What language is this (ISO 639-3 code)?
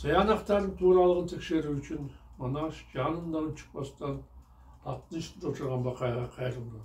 kir